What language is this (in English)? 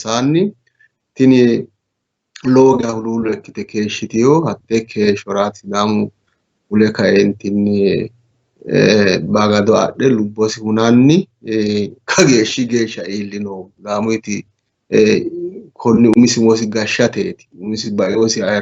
Sidamo